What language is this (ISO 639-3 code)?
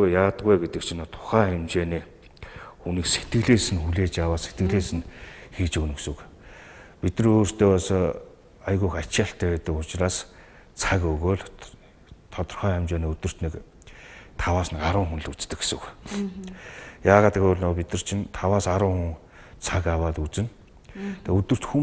mon